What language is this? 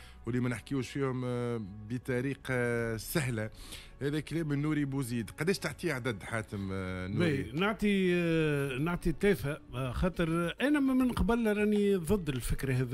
Tunisian Arabic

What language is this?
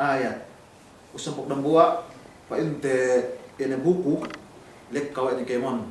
Yakan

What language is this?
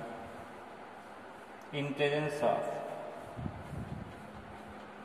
Marathi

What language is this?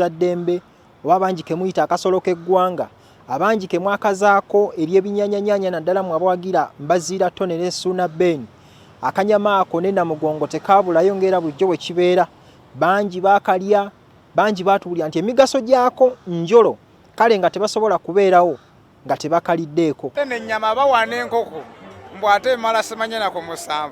Ganda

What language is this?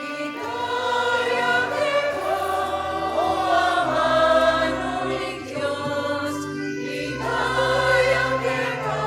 Pampanga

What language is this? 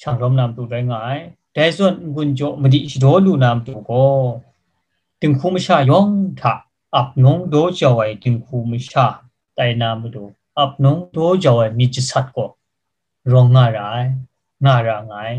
Kachin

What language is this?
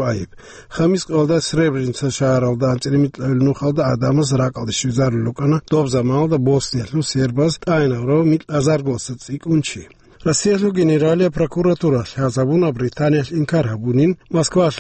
Avaric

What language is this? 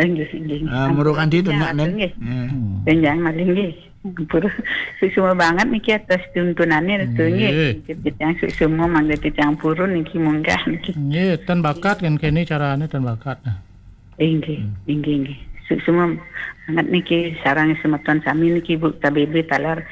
Balinese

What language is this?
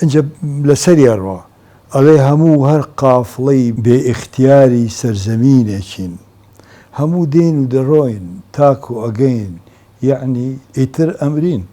Central Kurdish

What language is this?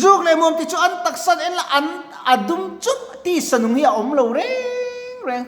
Mizo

